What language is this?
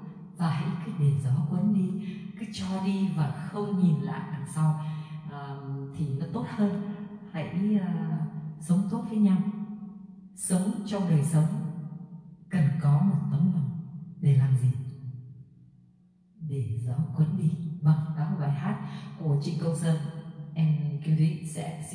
Vietnamese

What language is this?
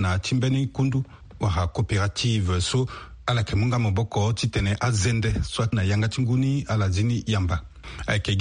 Sango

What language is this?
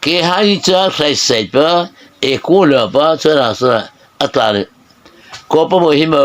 Mara Chin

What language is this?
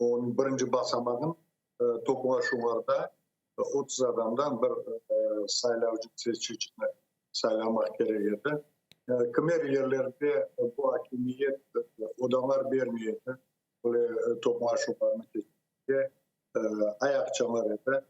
Crimean Tatar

